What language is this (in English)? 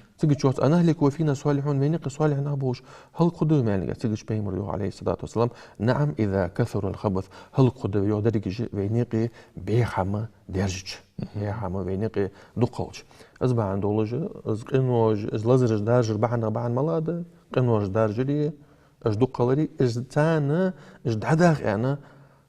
Ingush